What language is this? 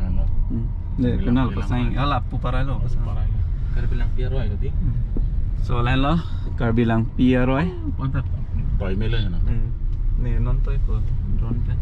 Karbi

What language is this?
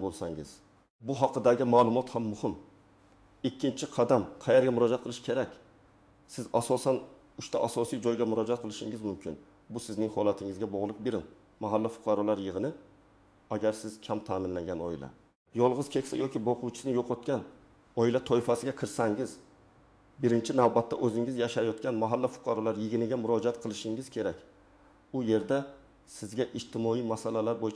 Uzbek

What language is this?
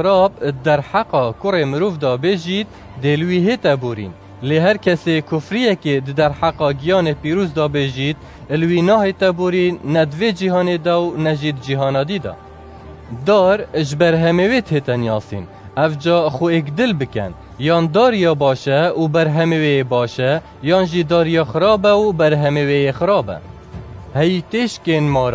Kurdish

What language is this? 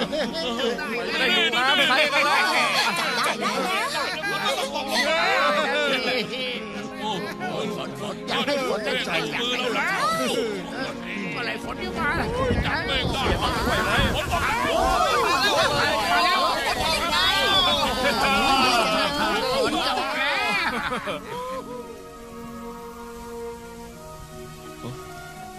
Thai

